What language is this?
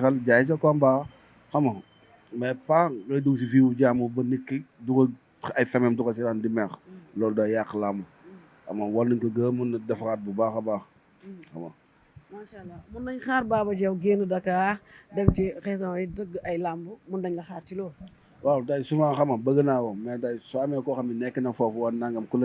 Wolof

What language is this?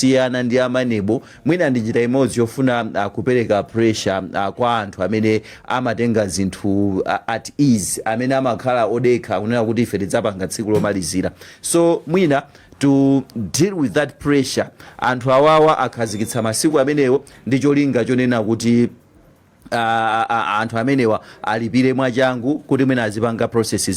Nyanja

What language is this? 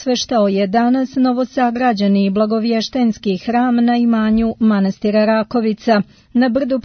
Serbian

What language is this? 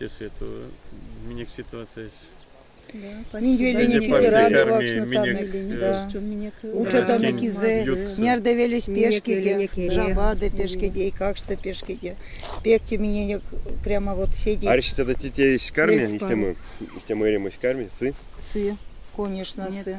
Erzya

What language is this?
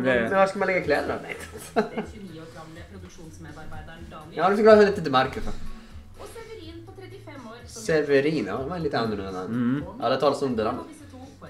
Swedish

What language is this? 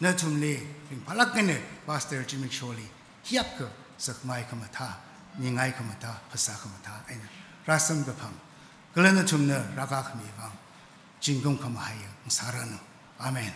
Tangkhul Naga (India)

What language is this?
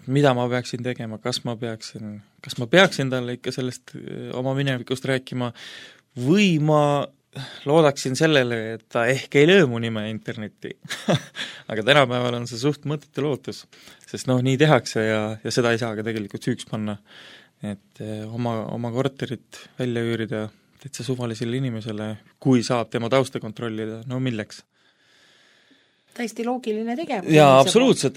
Estonian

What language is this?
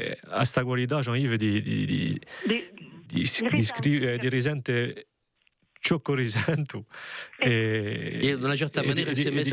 Corsican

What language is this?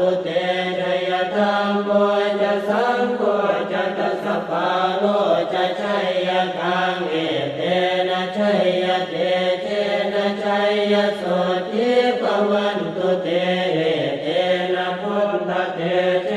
Pali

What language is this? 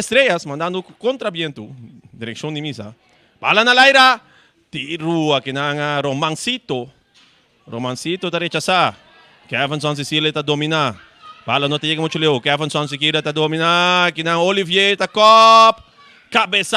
Papiamento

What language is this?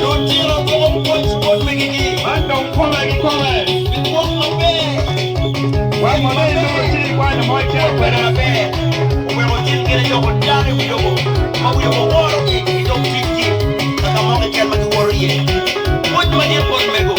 Acoli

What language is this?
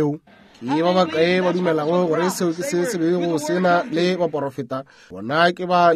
Northern Sotho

